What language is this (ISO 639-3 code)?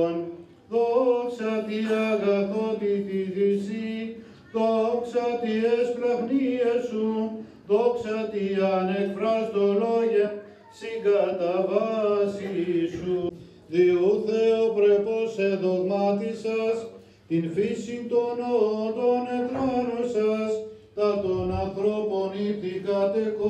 ell